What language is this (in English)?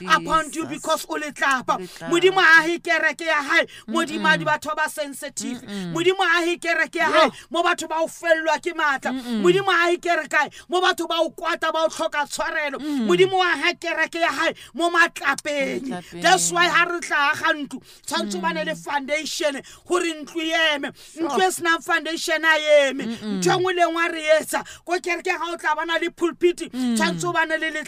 Southern Sotho